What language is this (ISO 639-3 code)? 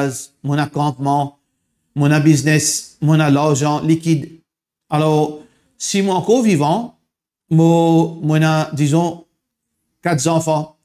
mfe